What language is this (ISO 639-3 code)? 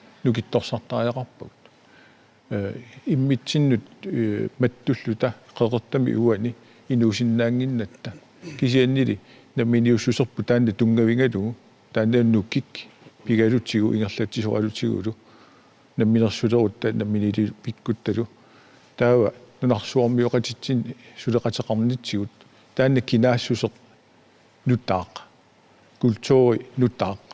kal